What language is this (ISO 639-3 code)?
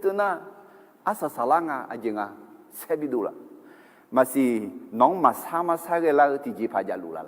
ahk